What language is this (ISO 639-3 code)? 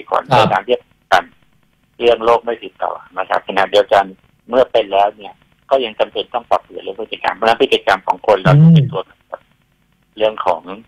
tha